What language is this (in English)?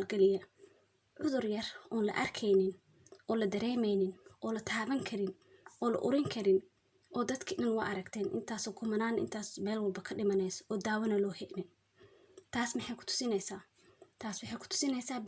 Somali